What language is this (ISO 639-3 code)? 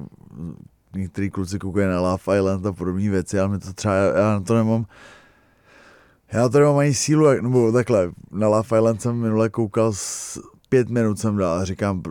ces